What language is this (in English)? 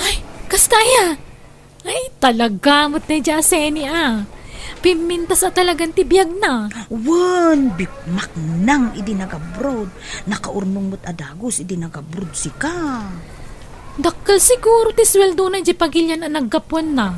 Iloko